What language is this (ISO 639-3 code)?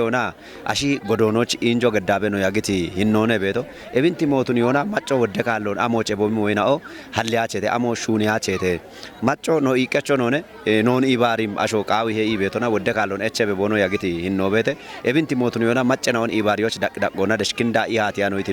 kbr